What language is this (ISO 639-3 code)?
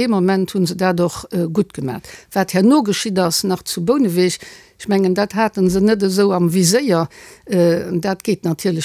ltz